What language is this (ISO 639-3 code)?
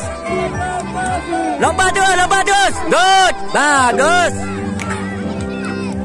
msa